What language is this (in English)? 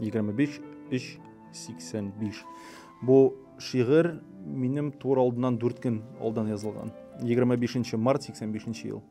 Tatar